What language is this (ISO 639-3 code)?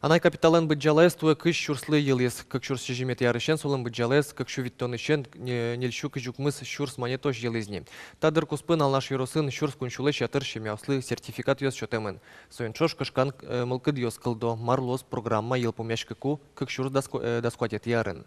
udm